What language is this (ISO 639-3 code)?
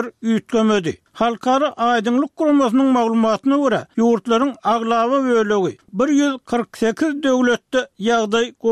tuk